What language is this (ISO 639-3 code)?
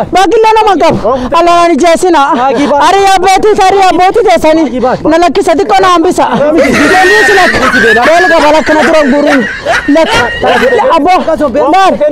orm